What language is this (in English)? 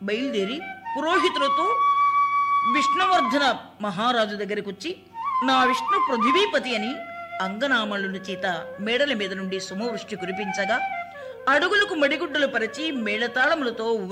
Telugu